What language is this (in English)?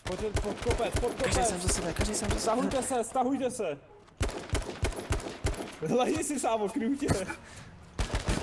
Czech